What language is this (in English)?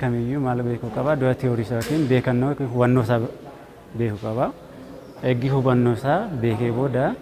Oromo